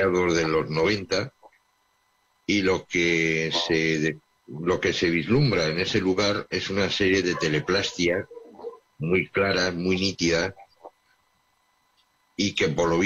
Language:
Spanish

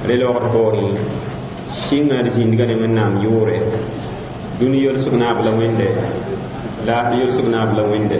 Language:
Mossi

